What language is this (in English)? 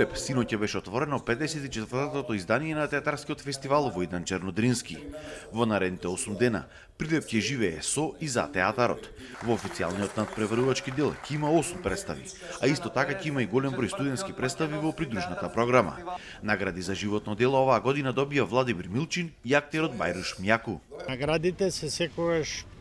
Macedonian